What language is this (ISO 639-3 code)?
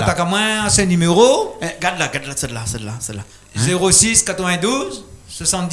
rcf